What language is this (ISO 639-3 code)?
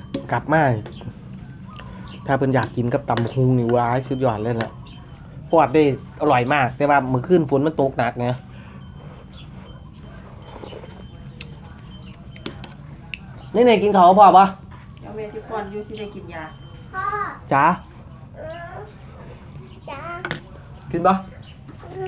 tts